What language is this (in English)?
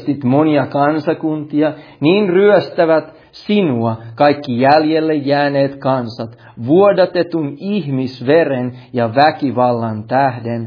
Finnish